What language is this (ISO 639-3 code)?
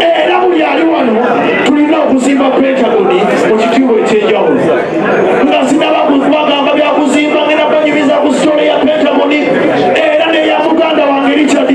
lug